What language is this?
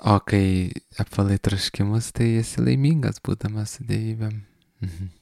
Lithuanian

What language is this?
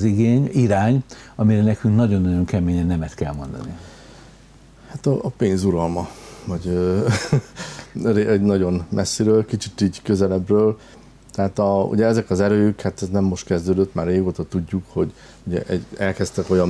Hungarian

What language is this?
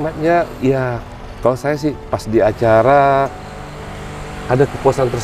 Indonesian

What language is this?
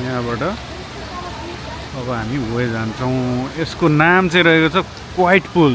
Nepali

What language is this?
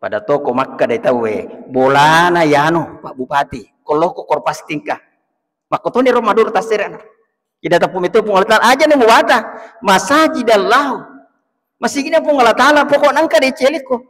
Buginese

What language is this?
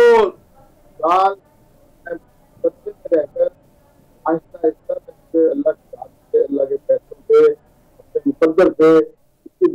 Urdu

